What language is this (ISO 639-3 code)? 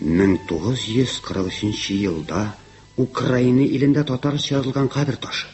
tat